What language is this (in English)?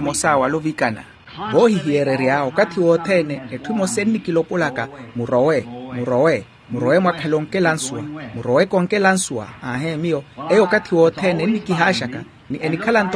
Makhuwa